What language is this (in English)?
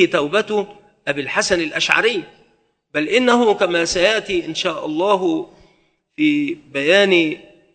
Arabic